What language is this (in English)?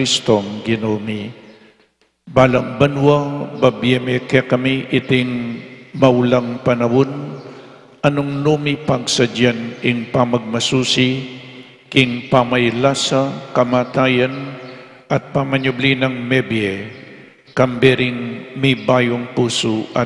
Pampanga